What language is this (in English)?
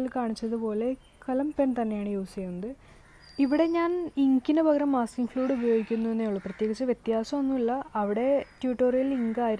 Malayalam